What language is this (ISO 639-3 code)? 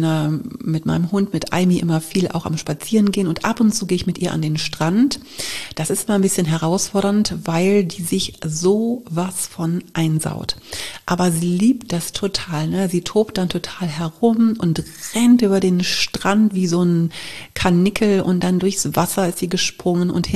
deu